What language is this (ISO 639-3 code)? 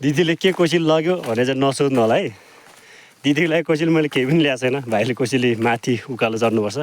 nep